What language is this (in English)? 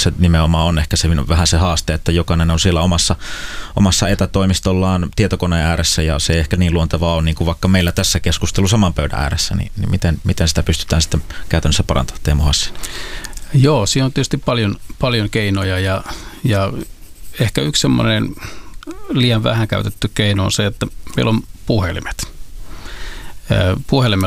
Finnish